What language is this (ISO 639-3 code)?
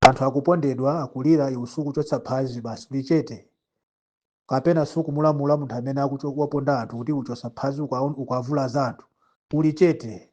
nya